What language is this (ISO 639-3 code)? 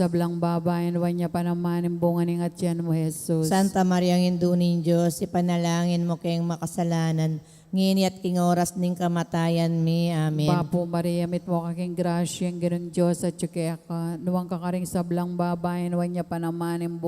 pam